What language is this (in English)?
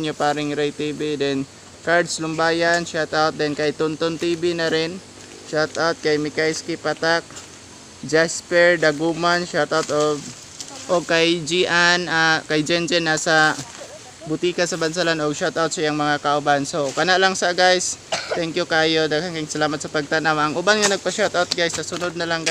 Cebuano